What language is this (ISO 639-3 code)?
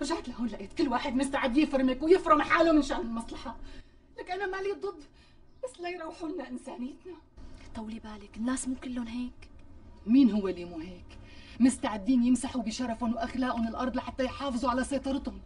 apc